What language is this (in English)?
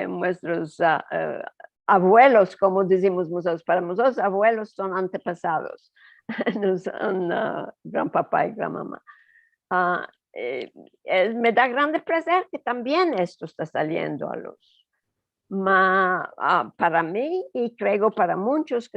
Ladino